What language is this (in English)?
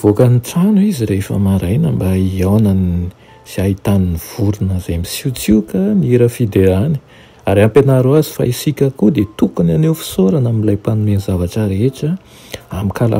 Malagasy